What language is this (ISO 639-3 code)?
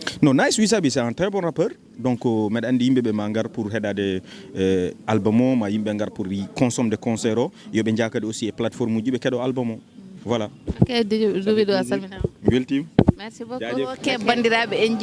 ful